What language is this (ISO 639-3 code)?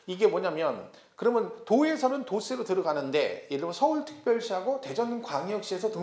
kor